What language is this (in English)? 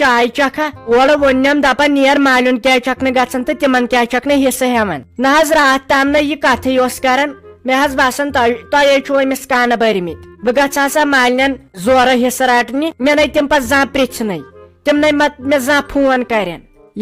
Kashmiri